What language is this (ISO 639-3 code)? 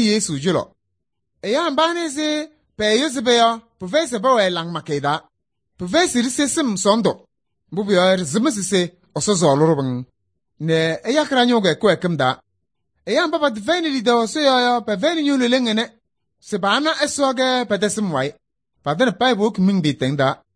kbp